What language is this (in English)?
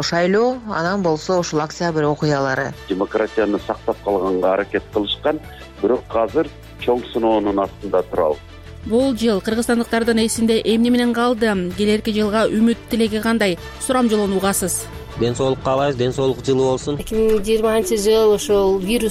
Kyrgyz